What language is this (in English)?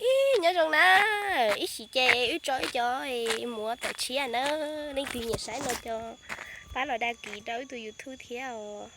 Hmong